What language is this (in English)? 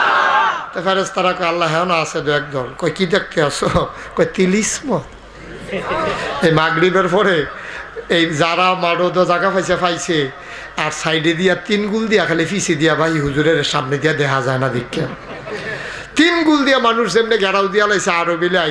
Bangla